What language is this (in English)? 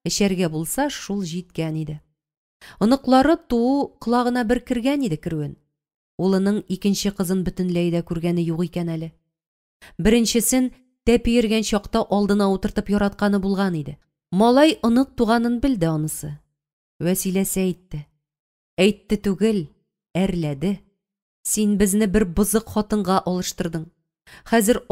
Tatar